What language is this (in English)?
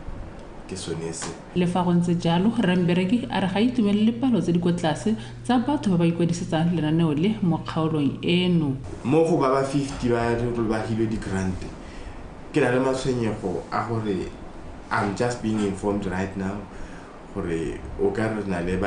Tswana